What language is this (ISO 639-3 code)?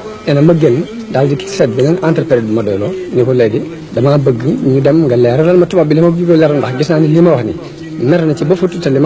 wol